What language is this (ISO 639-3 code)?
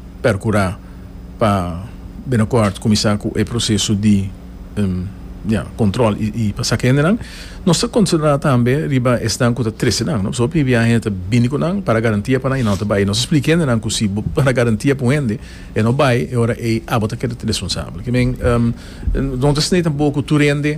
pap